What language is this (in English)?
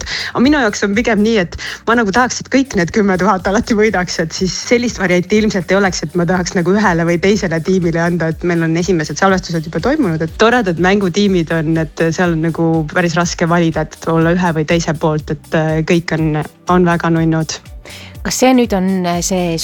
Estonian